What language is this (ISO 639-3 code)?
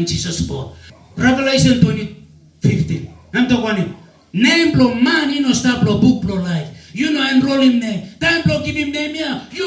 tpi